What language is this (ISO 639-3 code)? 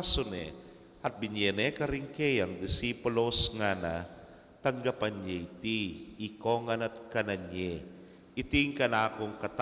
pam